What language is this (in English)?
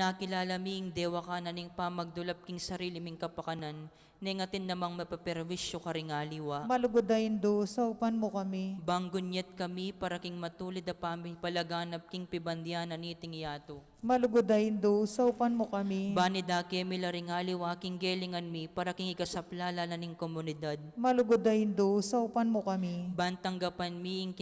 Pampanga